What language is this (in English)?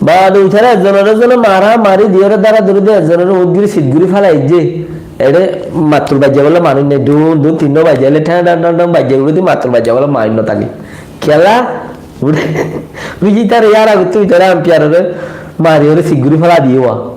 Rohingya